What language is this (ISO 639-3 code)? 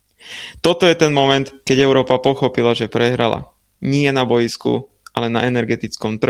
slk